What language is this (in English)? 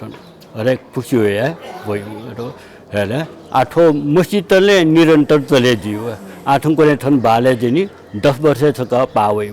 Newari